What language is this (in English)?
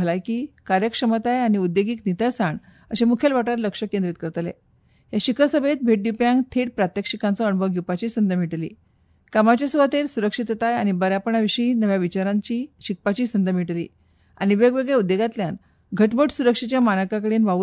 Konkani